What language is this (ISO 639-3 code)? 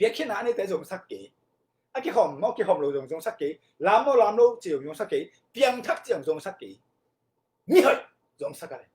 ctd